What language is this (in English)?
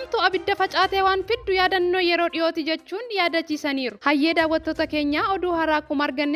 Oromo